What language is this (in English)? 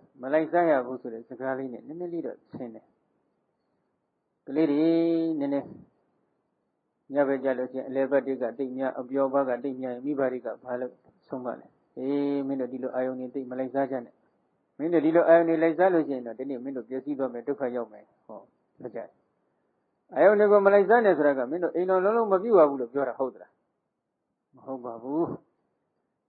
Burmese